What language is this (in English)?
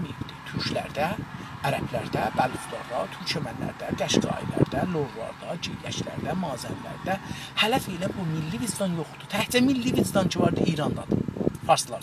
South Azerbaijani